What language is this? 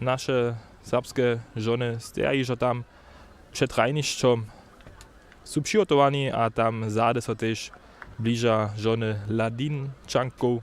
Upper Sorbian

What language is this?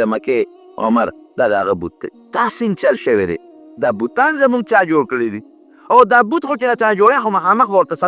Pashto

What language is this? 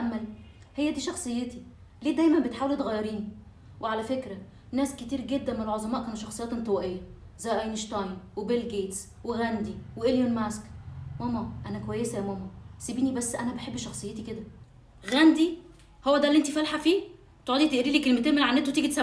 Egyptian Arabic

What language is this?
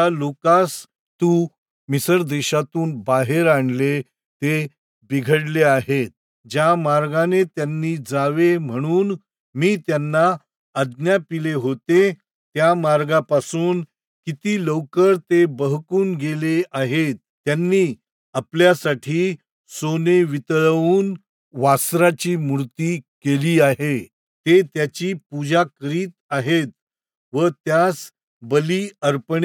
Marathi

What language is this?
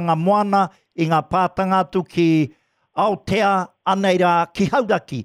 Māori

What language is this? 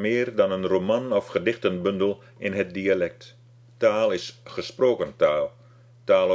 Dutch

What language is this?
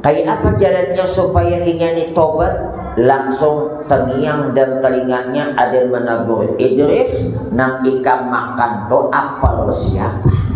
Banjar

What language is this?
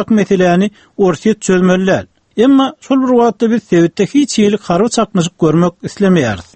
Turkmen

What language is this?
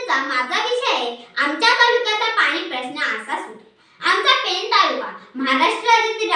Marathi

